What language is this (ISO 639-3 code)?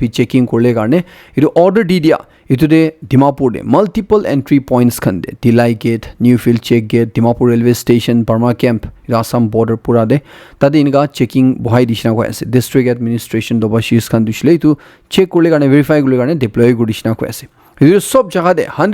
nag